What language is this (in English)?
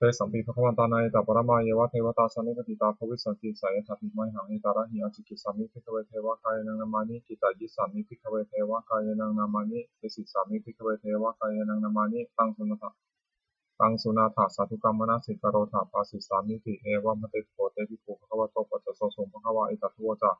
Pali